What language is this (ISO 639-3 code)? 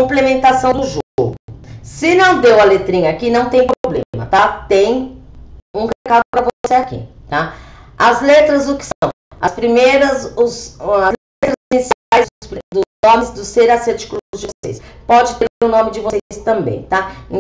por